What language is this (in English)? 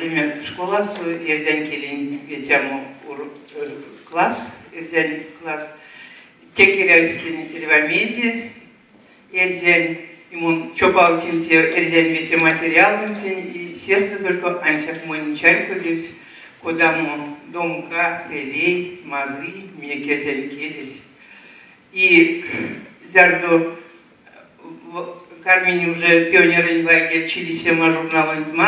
Erzya